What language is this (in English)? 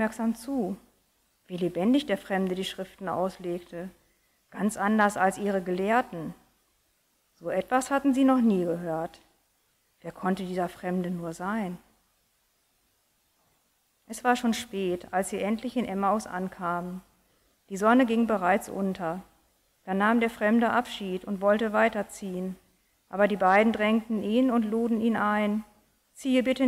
German